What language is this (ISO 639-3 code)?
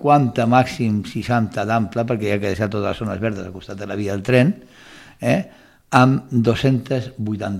cat